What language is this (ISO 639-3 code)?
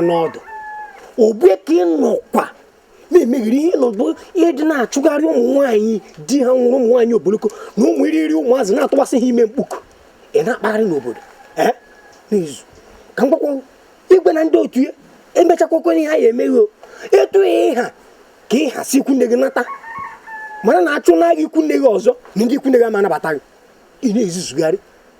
ibo